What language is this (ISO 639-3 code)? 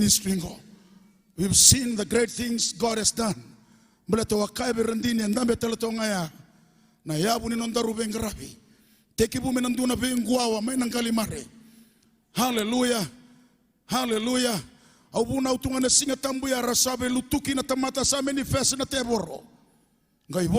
fij